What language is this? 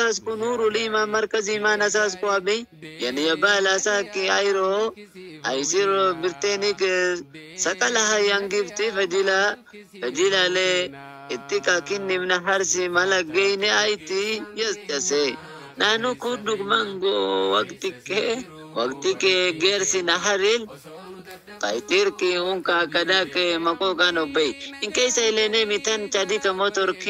Oromo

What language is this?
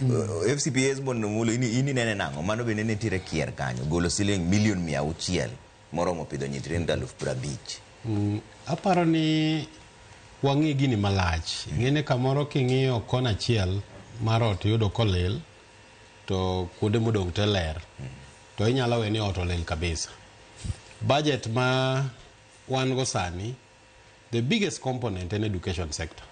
Luo (Kenya and Tanzania)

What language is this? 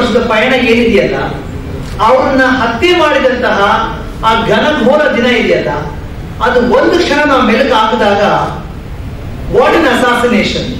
Kannada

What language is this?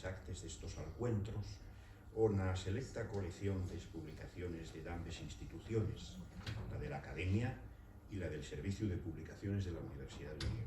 Asturian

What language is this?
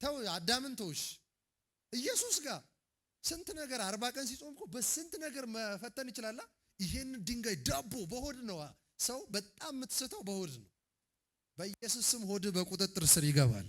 Amharic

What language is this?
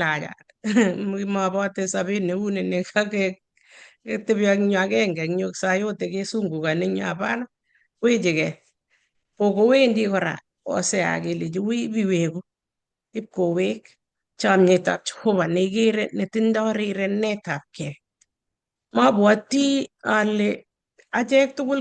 Kalenjin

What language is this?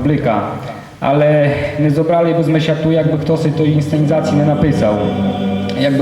Rusyn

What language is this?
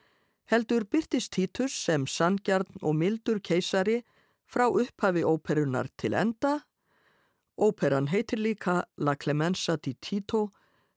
Icelandic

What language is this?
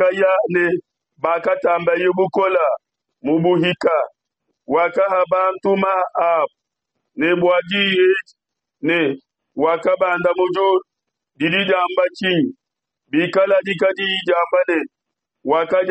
Luba-Lulua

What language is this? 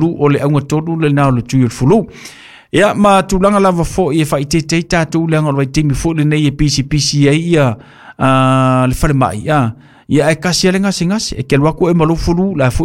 Samoan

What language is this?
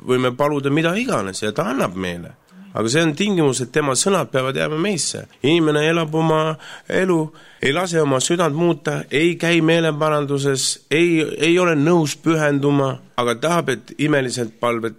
Estonian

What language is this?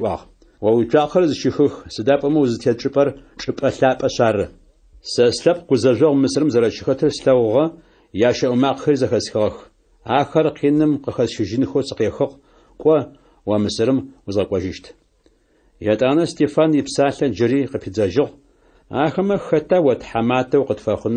Adyghe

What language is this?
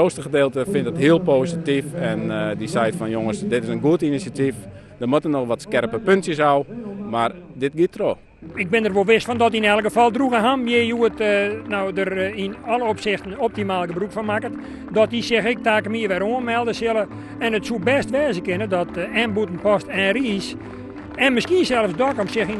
Western Frisian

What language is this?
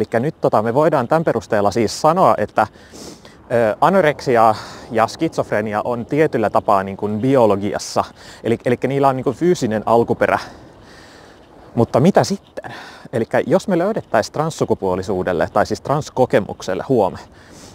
Finnish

